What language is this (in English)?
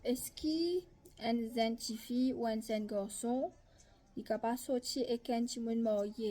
Morisyen